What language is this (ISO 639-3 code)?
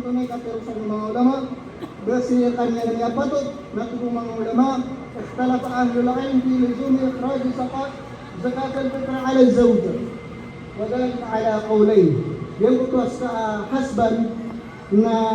mrw